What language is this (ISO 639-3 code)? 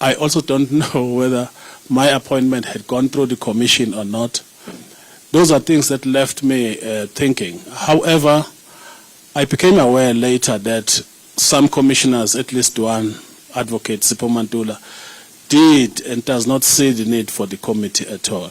ven